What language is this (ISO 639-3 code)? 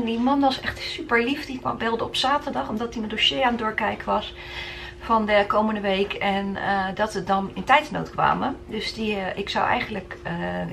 nld